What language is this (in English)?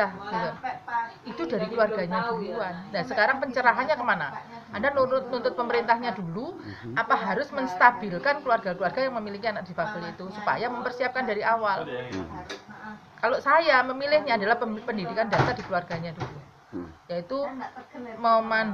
Indonesian